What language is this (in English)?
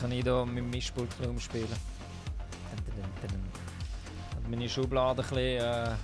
Swiss German